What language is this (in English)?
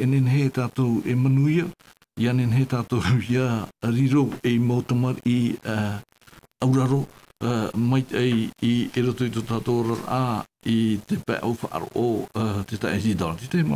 Tahitian